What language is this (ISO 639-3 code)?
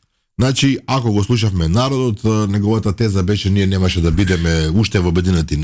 mkd